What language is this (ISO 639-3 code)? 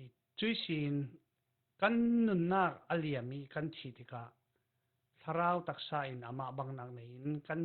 cfm